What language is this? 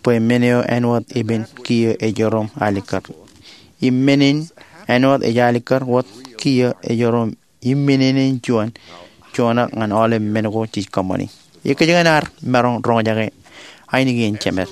Marshallese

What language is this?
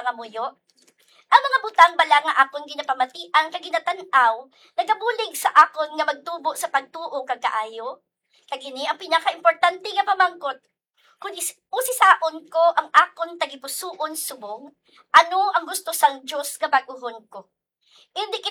Hiligaynon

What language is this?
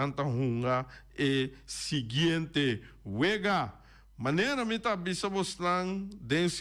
Papiamento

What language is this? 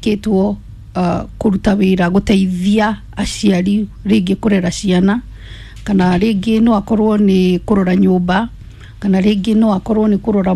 Kikuyu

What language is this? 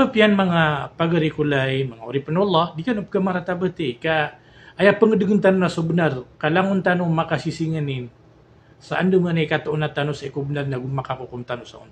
Maranao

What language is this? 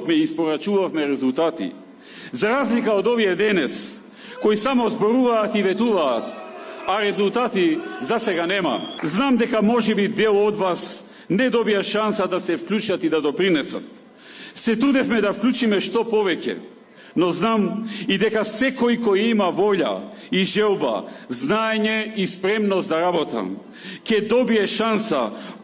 Macedonian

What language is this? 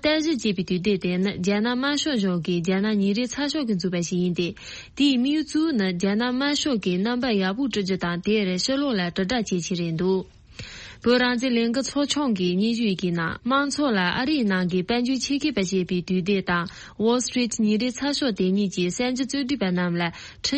Tibetan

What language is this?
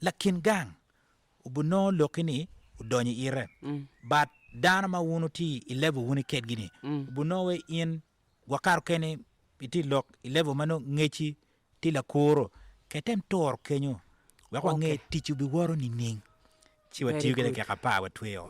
Acoli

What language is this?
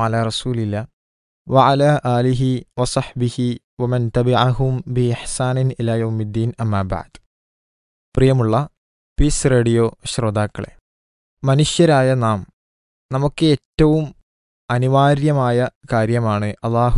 Malayalam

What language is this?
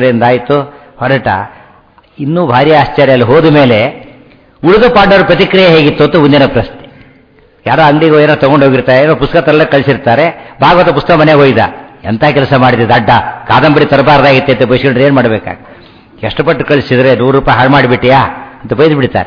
Kannada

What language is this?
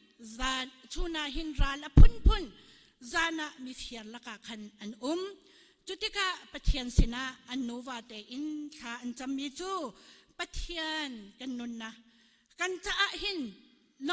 Hakha Chin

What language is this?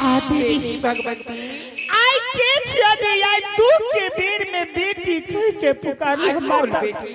Angika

